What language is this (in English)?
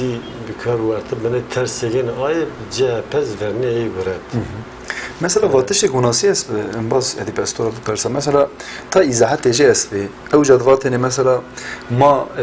Zaza